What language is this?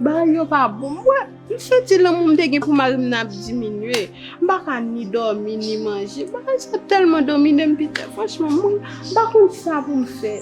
Haitian Creole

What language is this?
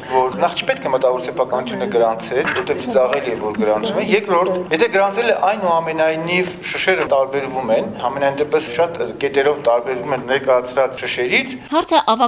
Armenian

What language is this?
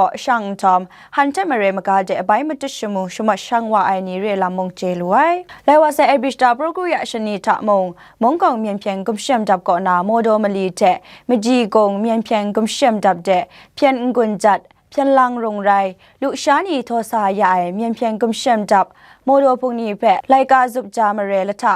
Kachin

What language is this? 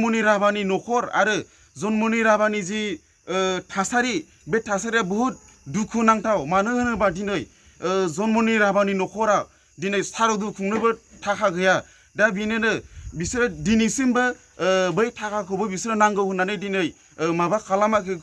Bodo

